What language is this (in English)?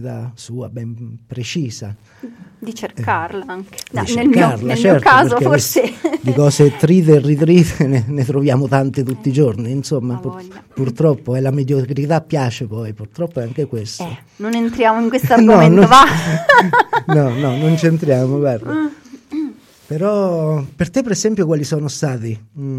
Italian